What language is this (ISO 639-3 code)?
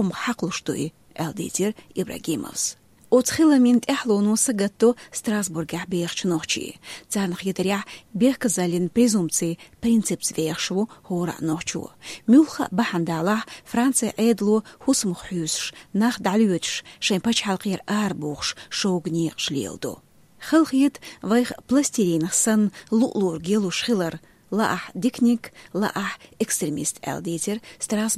che